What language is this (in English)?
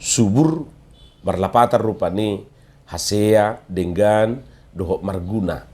Batak Toba